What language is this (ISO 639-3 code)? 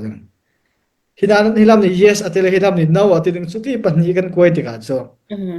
cfm